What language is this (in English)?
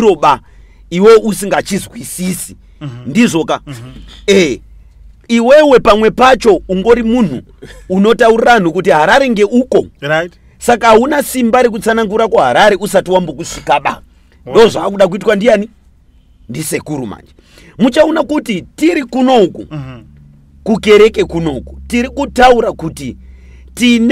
Shona